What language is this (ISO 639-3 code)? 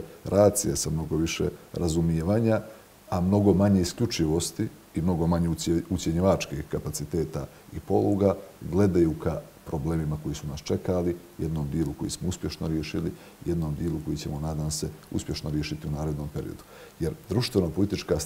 bos